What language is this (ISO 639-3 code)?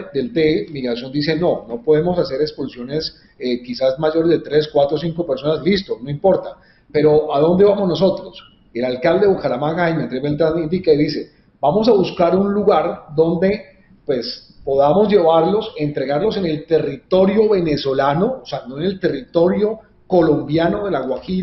spa